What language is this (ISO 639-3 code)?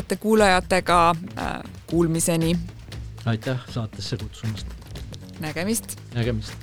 est